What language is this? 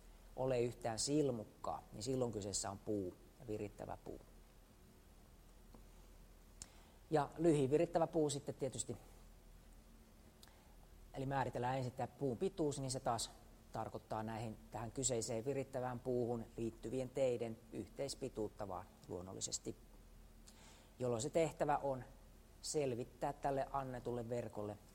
Finnish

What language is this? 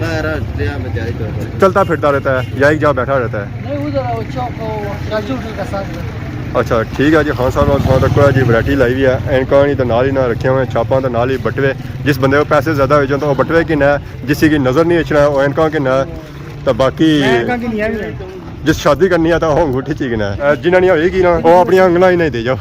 Pahari-Potwari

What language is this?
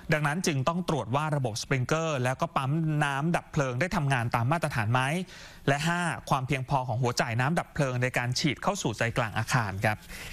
Thai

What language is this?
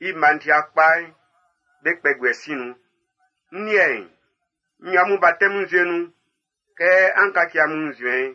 Baoulé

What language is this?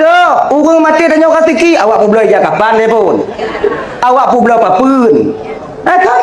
Achinese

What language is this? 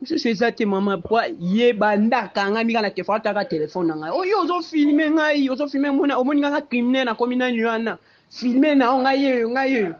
Lingala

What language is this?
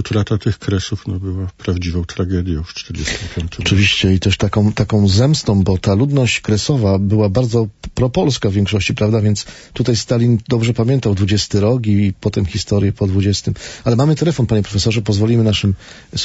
Polish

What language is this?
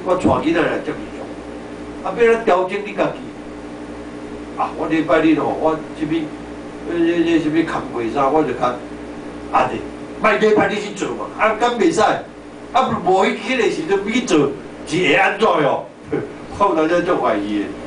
Min Nan Chinese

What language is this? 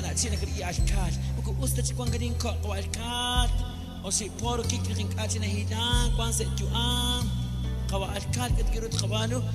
Kekchí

